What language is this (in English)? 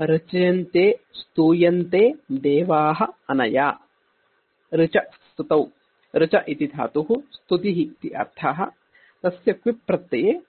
Sanskrit